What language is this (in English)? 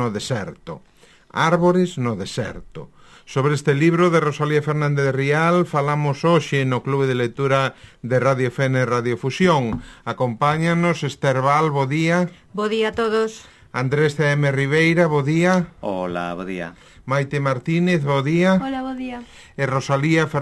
Galician